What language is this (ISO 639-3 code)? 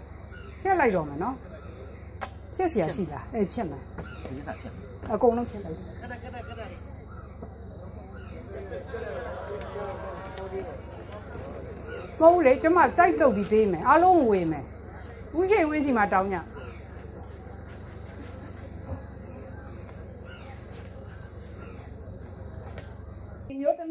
mya